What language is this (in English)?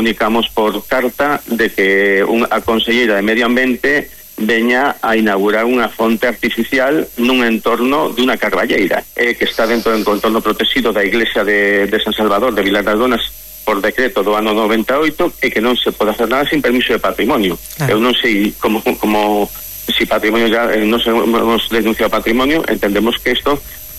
Galician